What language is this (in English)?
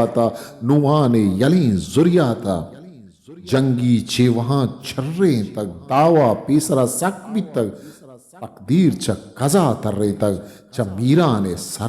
Eastern Balochi